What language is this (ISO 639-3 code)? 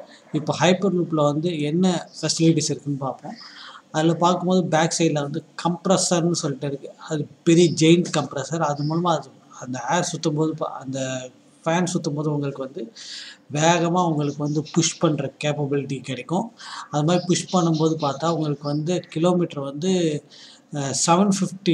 tam